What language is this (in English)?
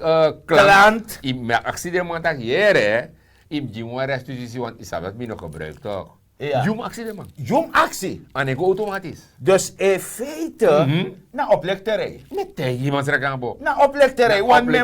Sranan Tongo